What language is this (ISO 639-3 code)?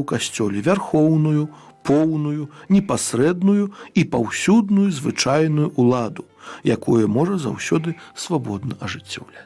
bel